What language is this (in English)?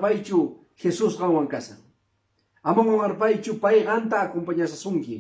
Quechua